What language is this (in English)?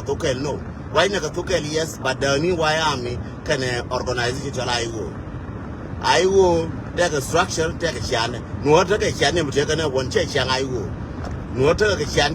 Nuer